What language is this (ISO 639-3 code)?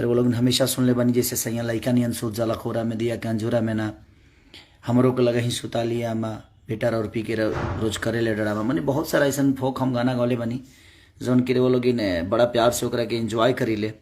bho